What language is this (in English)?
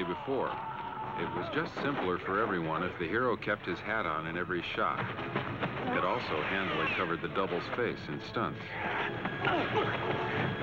English